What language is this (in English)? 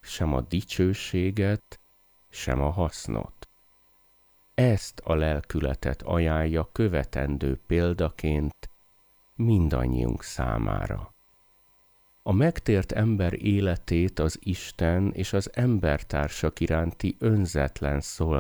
Hungarian